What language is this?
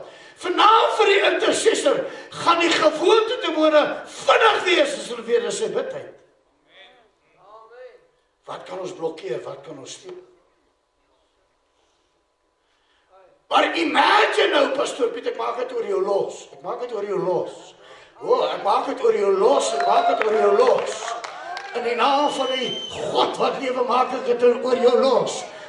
Afrikaans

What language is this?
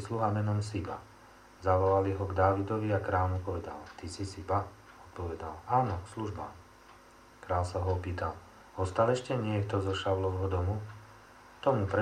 Slovak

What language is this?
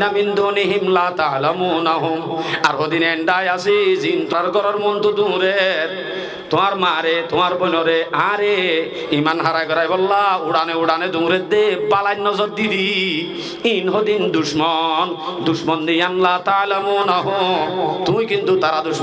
Rohingya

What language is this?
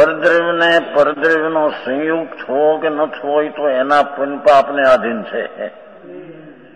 Gujarati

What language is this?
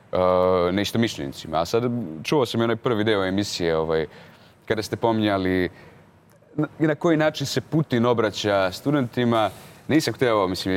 Serbian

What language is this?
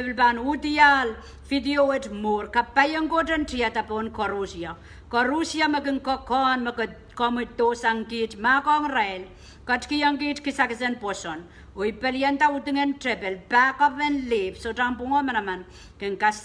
Pohnpeian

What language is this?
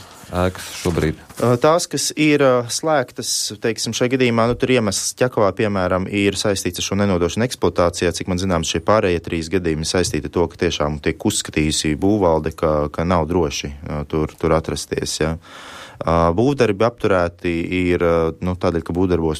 Latvian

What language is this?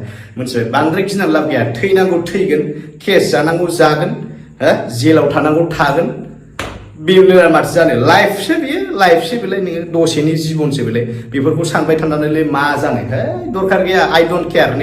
Bodo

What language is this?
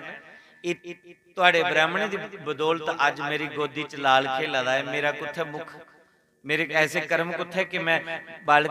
Dogri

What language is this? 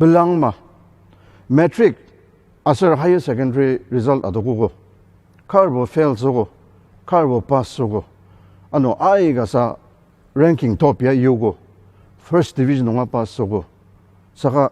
Ao Naga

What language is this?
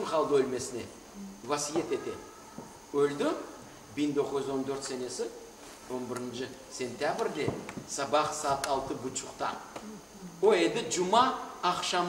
Crimean Tatar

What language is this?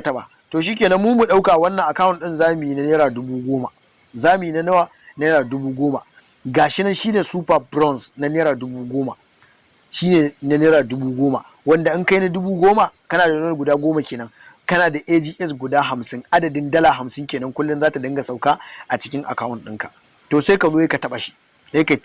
Hausa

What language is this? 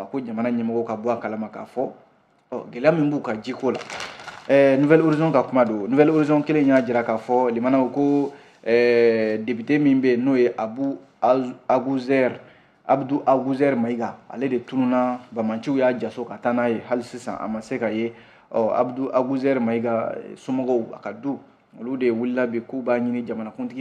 Bambara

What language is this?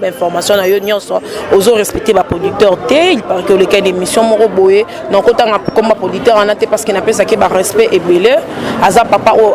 Lingala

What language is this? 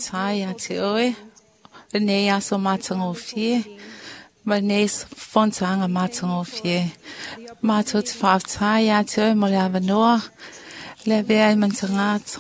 Samoan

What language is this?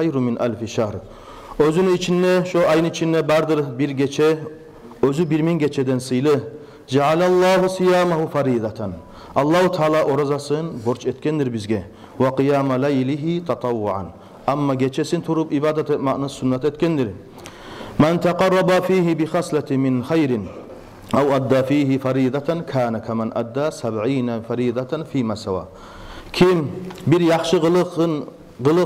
Kumyk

